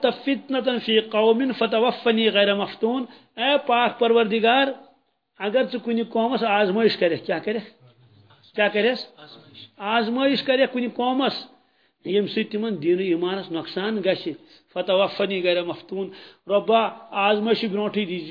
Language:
Kashmiri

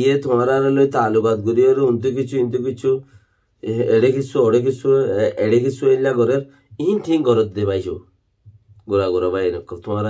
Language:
Rohingya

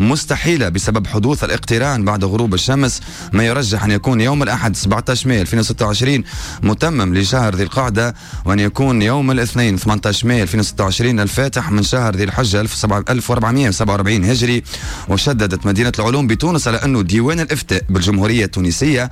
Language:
Tunisian Arabic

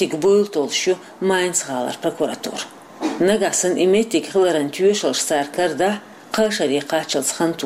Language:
Chechen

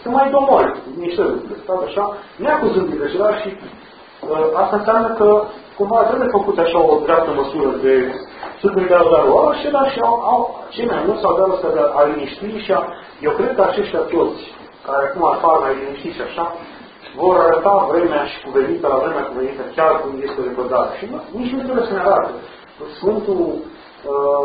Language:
Romanian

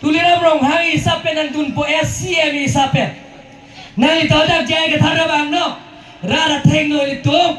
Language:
Karbi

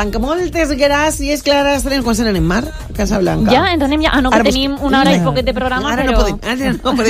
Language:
Catalan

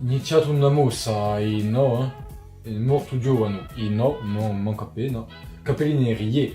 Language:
Corsican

